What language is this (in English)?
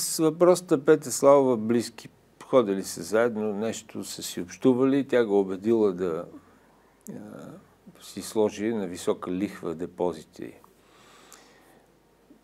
Bulgarian